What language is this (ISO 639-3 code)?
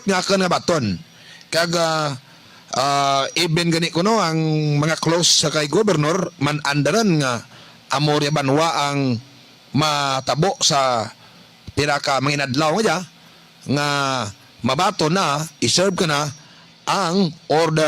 hil